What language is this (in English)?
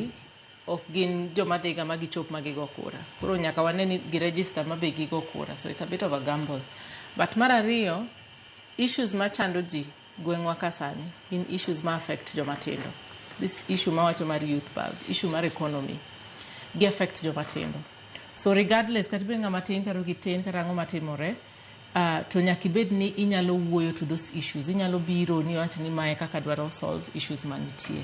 Luo (Kenya and Tanzania)